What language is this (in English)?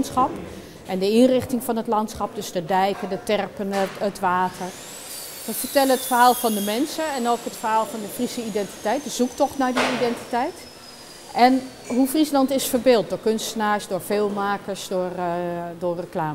Western Frisian